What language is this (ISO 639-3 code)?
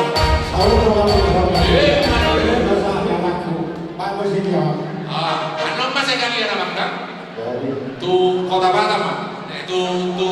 bbc